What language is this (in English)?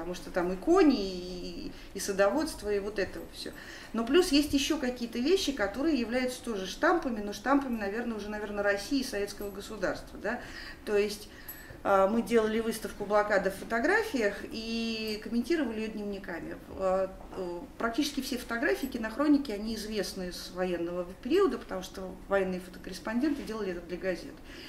Russian